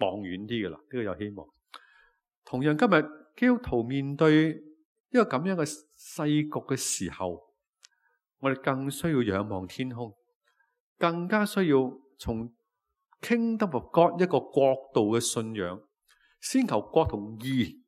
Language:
Cantonese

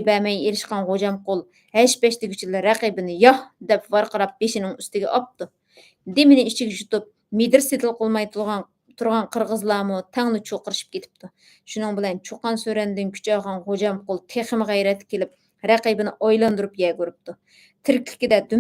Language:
Uyghur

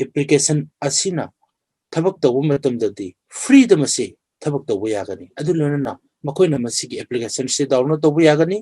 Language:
Manipuri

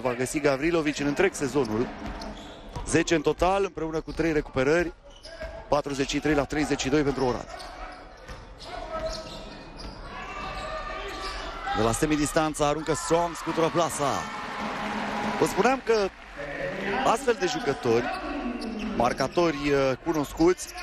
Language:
Romanian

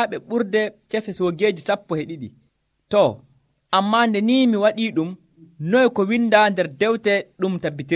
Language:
Nigerian Fulfulde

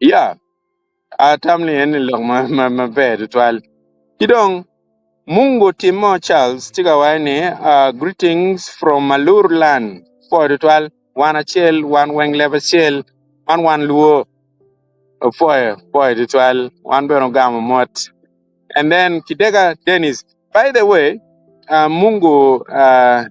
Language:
Acoli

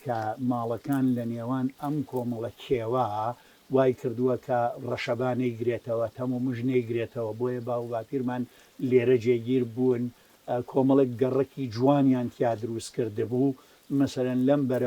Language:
Central Kurdish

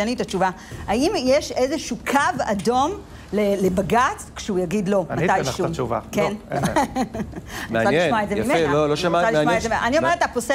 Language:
Hebrew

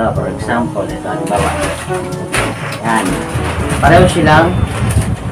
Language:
Filipino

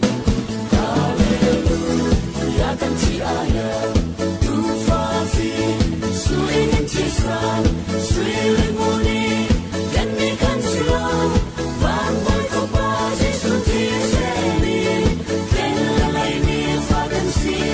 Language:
Falam Chin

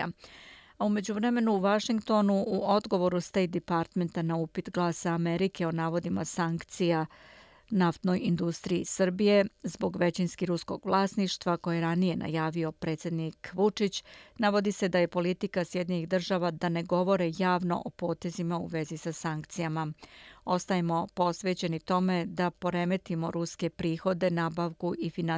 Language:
Bosnian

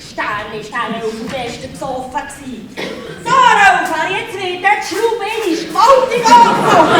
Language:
Swiss German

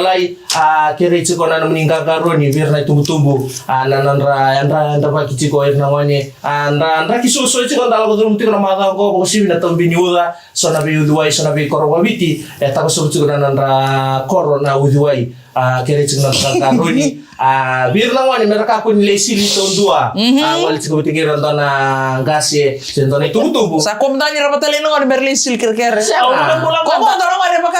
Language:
Fijian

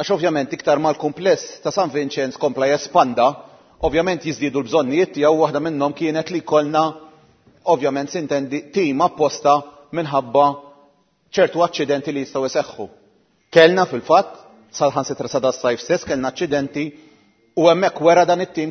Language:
Maltese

